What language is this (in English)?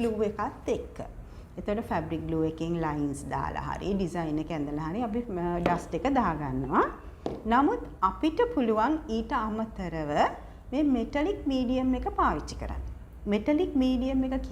Sinhala